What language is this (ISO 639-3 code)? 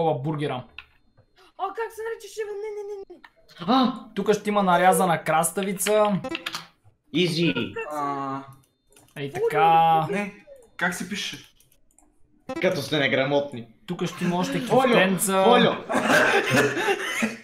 bul